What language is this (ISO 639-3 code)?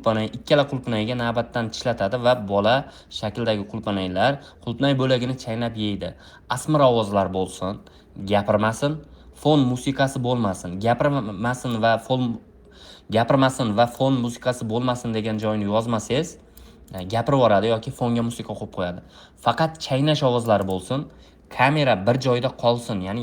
uzb